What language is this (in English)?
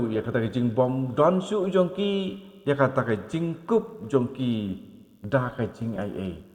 Khasi